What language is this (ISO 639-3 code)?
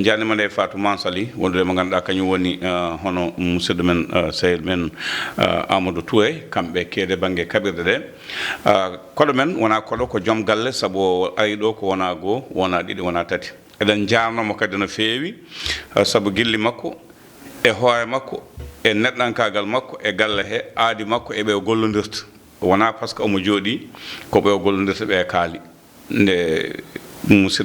ful